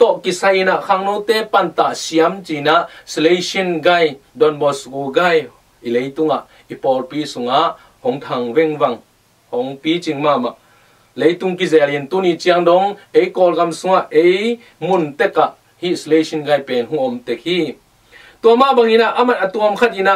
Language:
Tedim Chin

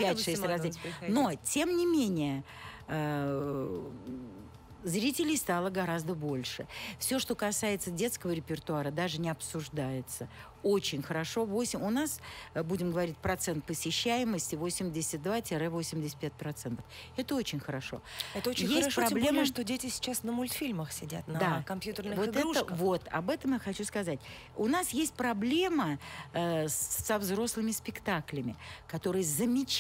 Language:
Russian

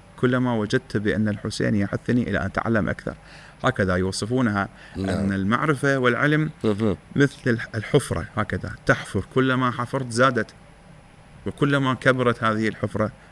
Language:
Mesopotamian Arabic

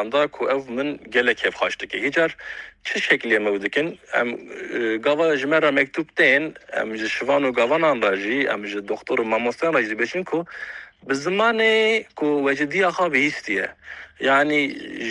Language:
Kurdish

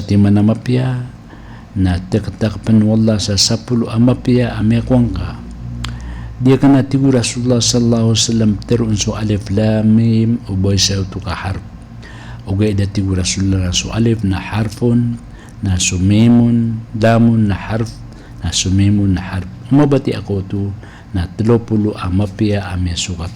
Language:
Maranao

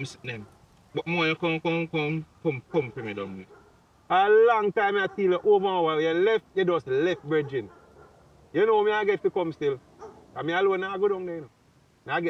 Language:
Jamaican Creole English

